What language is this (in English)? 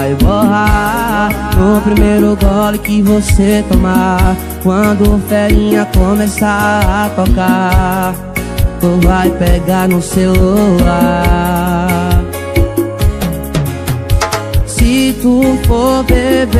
Portuguese